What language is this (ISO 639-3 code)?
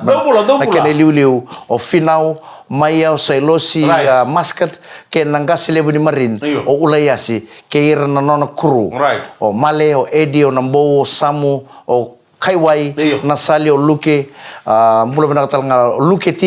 fij